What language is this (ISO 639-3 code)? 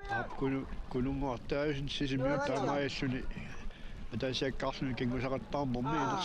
kal